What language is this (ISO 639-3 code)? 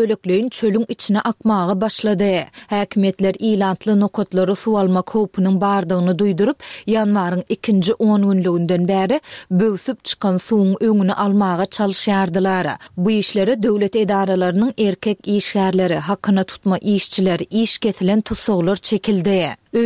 tuk